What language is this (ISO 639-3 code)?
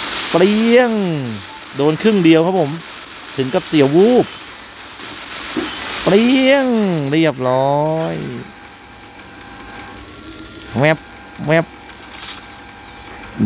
tha